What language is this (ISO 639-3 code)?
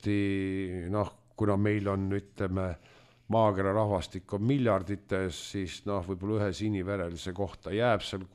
est